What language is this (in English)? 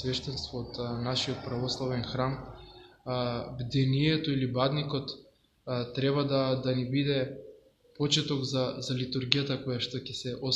Macedonian